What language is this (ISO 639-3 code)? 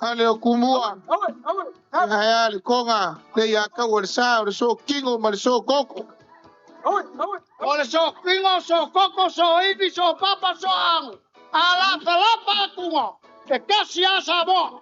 smo